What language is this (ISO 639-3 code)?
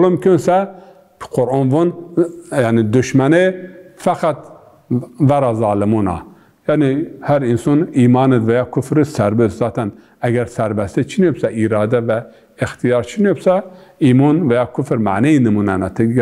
zza